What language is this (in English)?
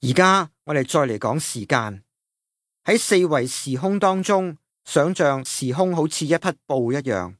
Cantonese